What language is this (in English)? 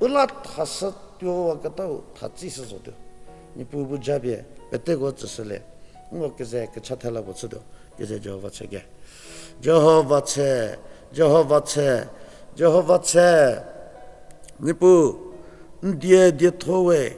Angami Naga